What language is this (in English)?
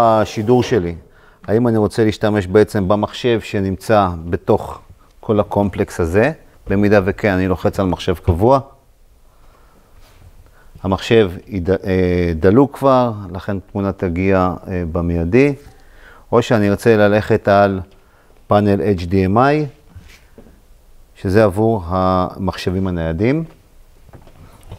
Hebrew